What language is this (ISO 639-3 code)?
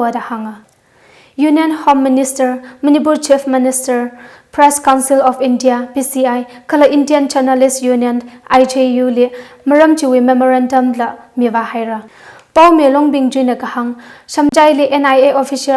nmf